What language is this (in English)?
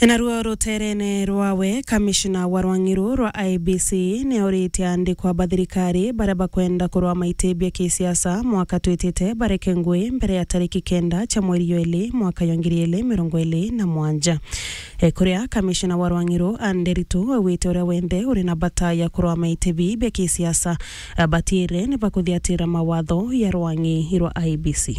Meru